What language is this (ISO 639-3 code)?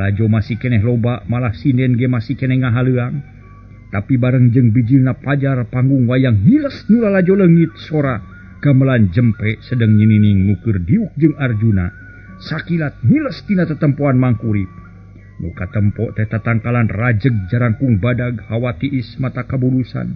sun